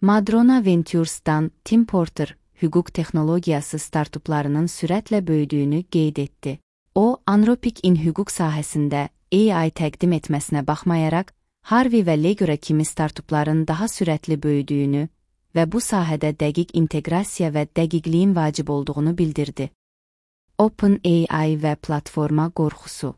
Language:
Azerbaijani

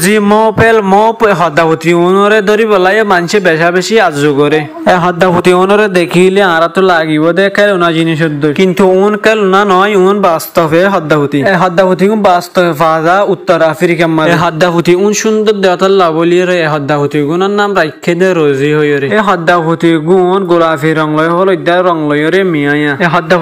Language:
Rohingya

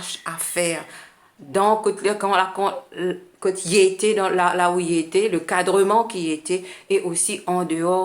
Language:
Morisyen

